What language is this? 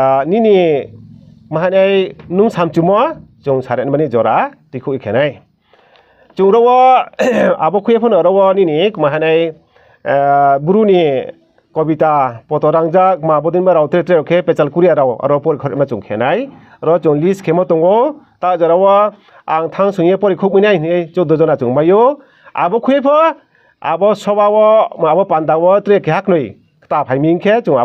Riang (India)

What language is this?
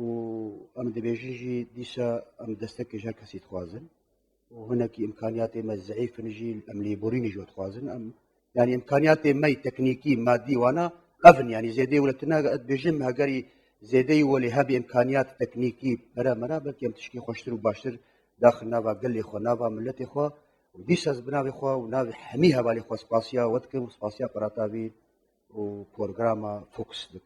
Kurdish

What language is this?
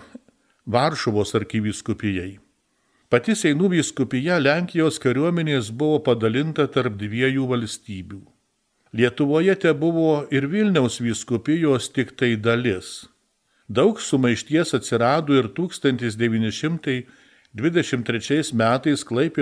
Lithuanian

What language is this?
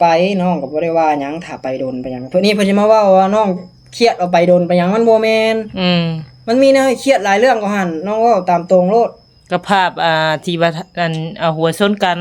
Northeastern Thai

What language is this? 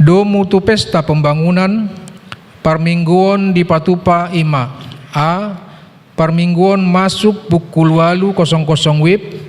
Batak Toba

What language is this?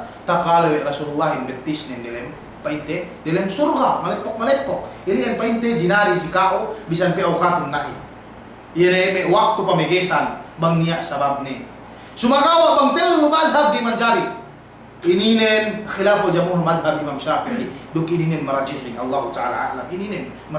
Yakan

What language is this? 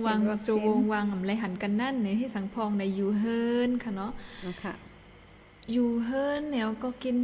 Shan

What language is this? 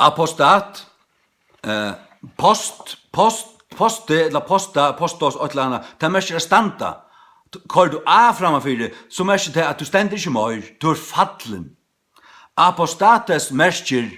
Faroese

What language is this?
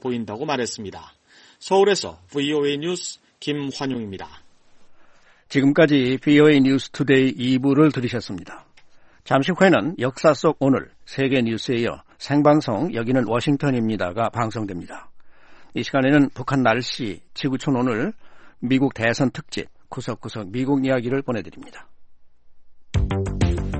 Korean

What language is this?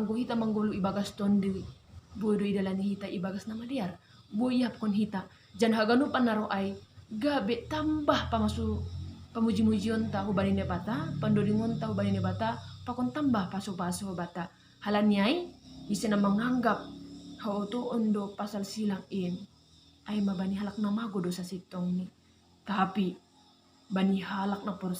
Batak Simalungun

